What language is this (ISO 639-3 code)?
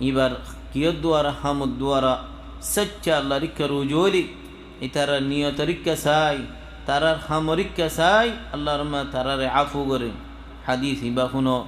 rhg